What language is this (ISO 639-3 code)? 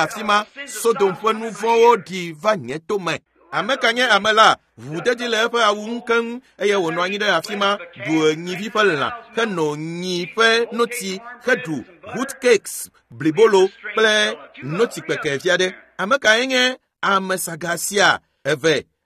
ewe